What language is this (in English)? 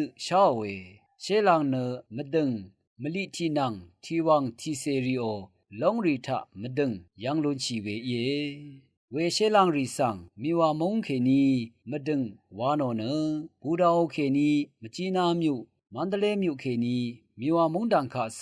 Rawang